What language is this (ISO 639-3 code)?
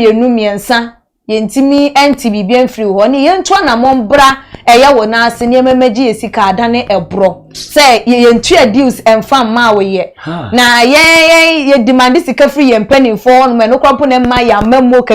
aka